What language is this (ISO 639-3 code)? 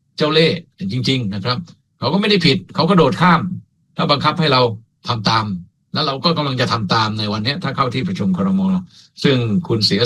tha